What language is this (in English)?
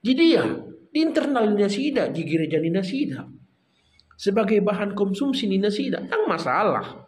Batak Toba